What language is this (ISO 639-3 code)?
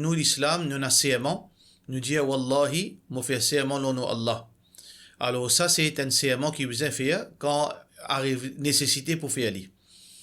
mfe